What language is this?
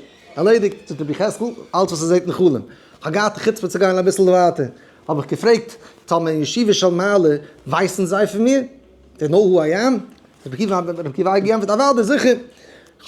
Yiddish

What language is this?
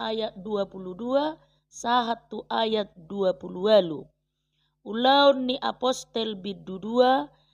Batak Toba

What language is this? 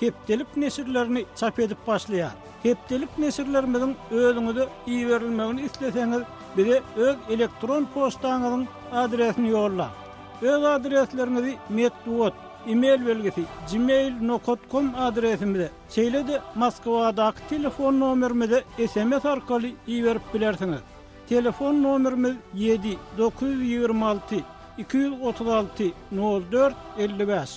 Turkmen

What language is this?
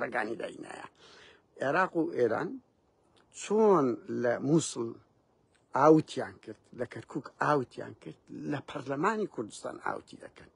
Central Kurdish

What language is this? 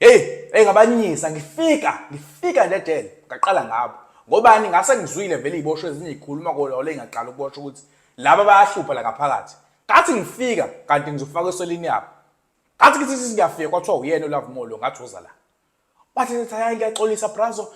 Zulu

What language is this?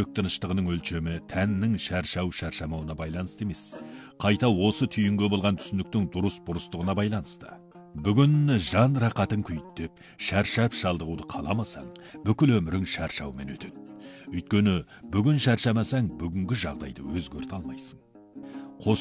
Kazakh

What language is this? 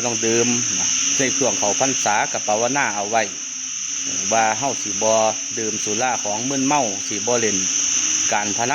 Northeastern Thai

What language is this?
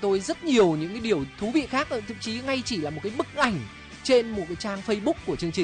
Vietnamese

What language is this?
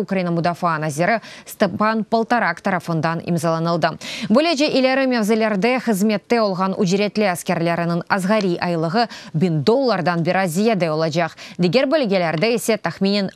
Crimean Tatar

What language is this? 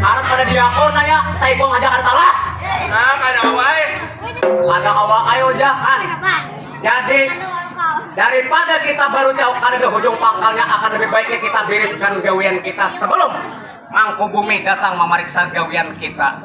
Banjar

